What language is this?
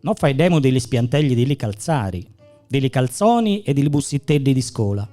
Gallurese Sardinian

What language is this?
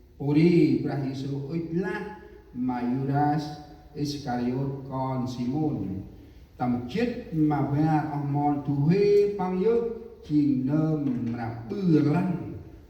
Central Mnong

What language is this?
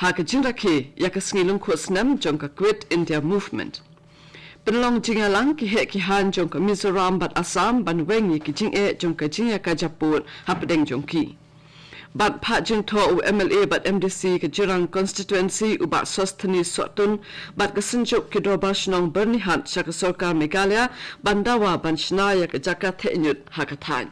Khasi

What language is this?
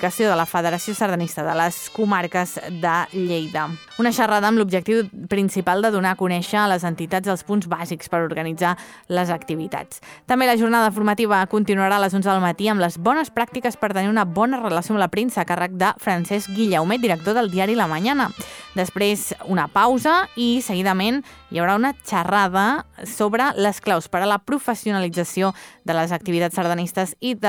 Catalan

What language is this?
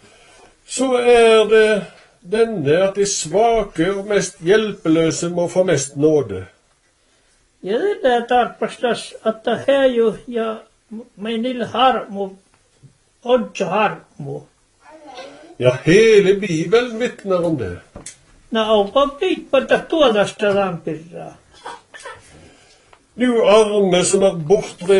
Norwegian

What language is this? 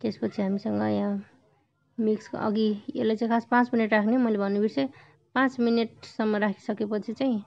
Nepali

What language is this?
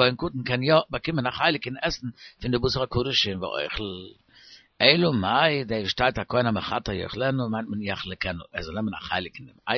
Yiddish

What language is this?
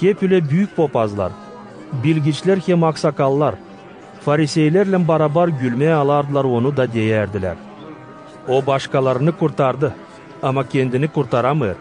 Gagauz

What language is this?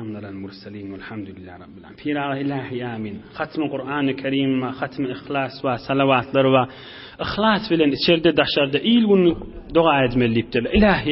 Turkmen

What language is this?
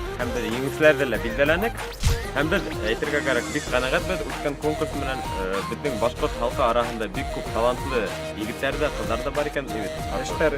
Bashkir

